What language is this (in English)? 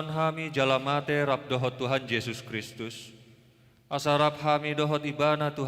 Batak Toba